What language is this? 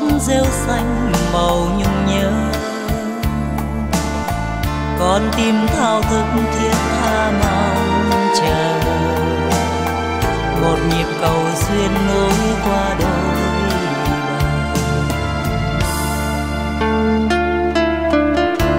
Vietnamese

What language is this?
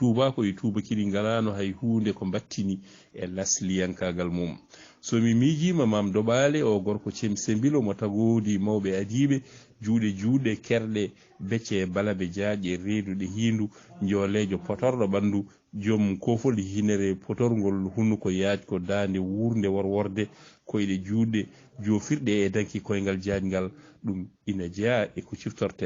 Fula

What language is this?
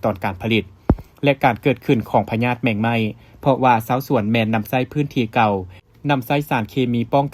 Lao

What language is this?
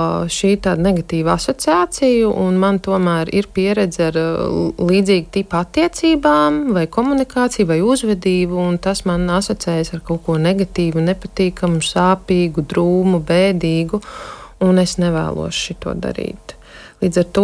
Latvian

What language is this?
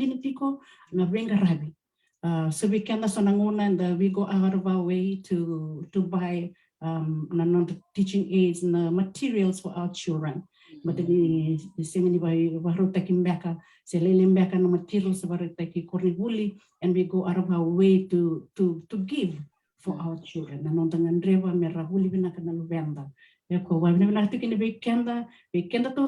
Fijian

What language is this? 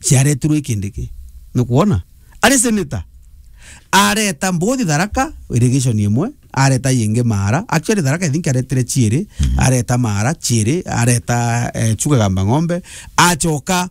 Meru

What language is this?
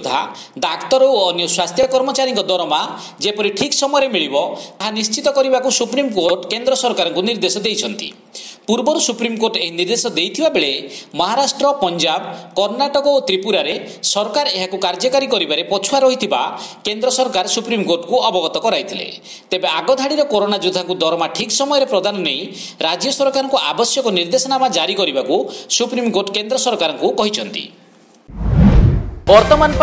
Odia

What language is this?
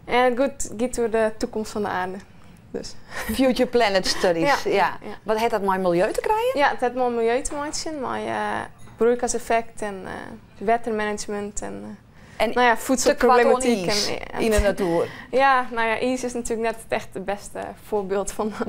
Western Frisian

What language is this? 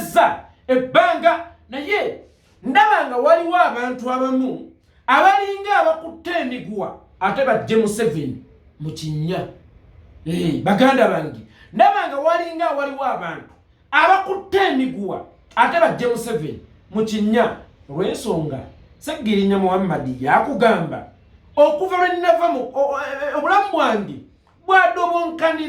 Ganda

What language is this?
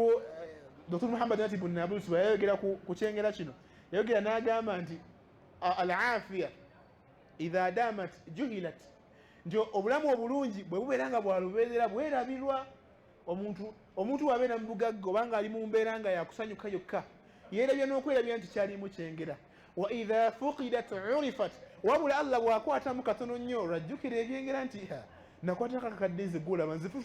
Ganda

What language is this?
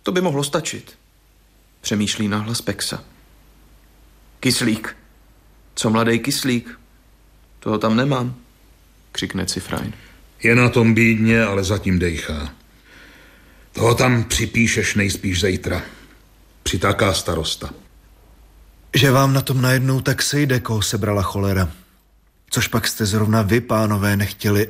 Czech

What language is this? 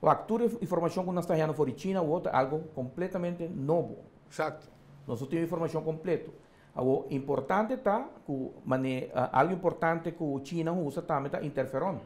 Papiamento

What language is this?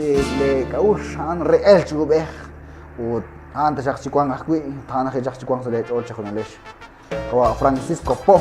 Kekchí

